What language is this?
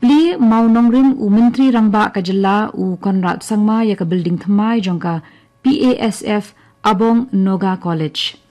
Khasi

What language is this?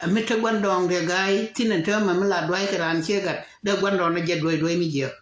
Nuer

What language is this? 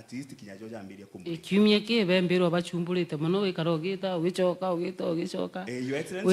Meru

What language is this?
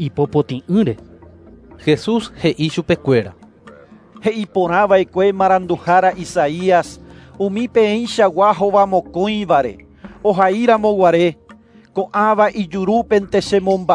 Guarani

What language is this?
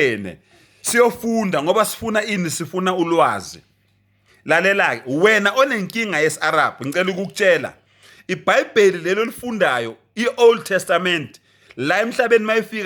Zulu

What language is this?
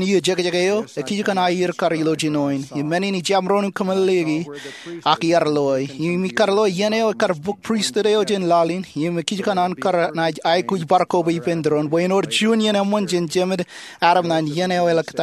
Marshallese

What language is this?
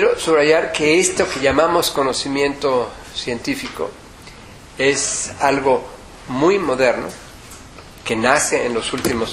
Spanish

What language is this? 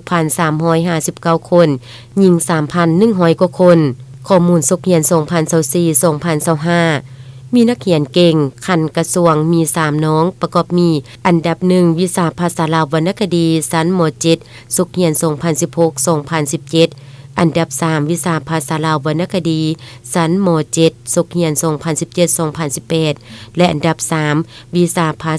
Lao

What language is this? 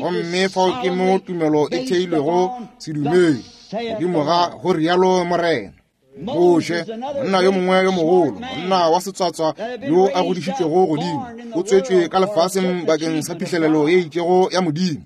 Northern Sotho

